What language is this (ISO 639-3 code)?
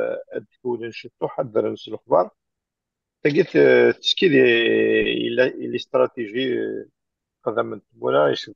kab